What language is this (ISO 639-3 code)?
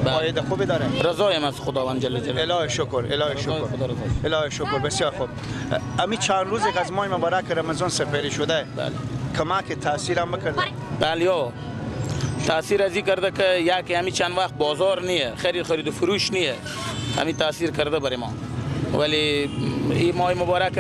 fas